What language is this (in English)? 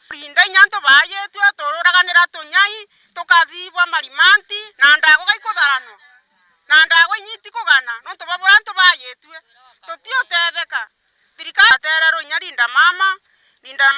Meru